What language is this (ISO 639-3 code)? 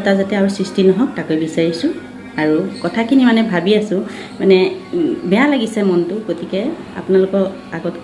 asm